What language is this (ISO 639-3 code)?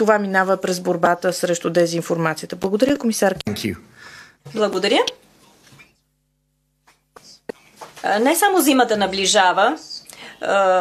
bul